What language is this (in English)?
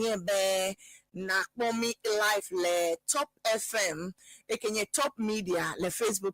Ewe